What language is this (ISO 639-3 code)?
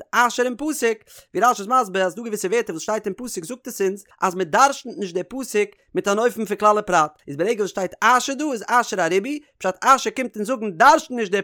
yid